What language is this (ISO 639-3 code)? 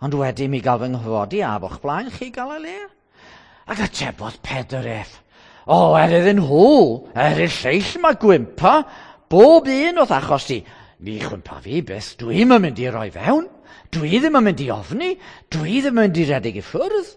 cym